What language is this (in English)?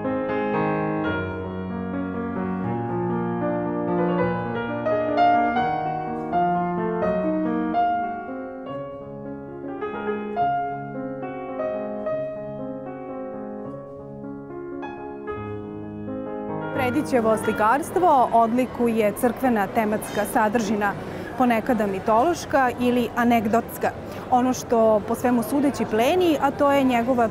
Serbian